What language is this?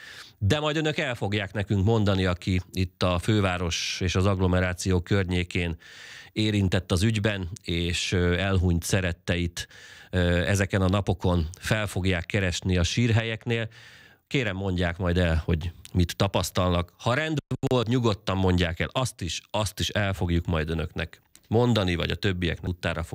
Hungarian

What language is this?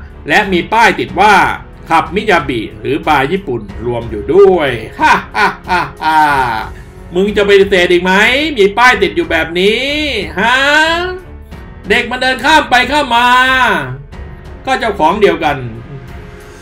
Thai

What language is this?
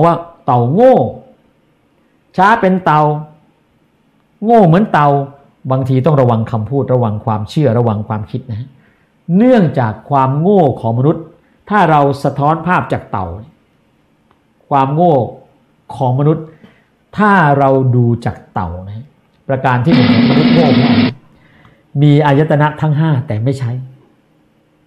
Thai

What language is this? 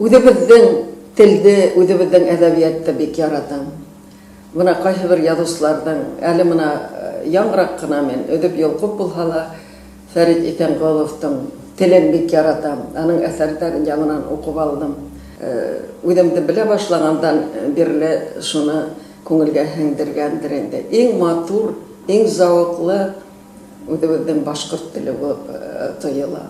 Bashkir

